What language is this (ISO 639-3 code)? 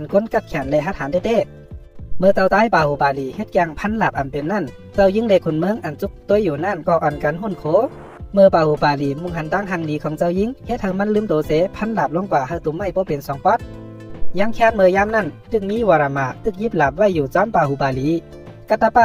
shn